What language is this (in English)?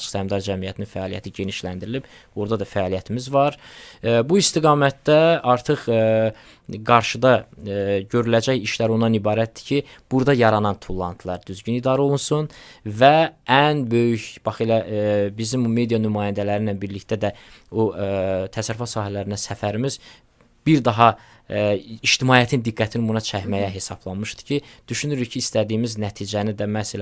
Azerbaijani